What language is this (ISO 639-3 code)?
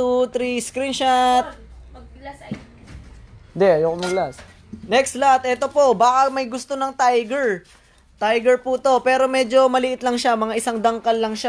fil